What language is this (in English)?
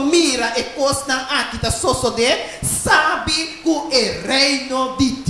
Papiamento